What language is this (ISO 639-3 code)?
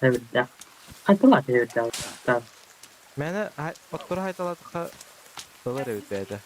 sah